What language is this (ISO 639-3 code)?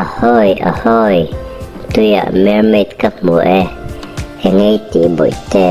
lus